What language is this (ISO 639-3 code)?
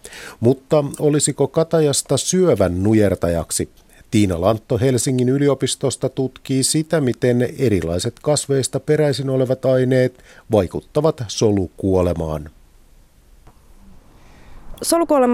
fin